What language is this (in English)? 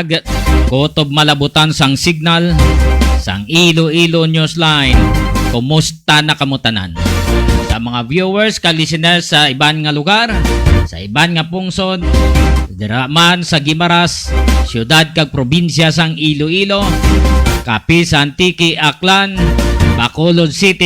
Hiligaynon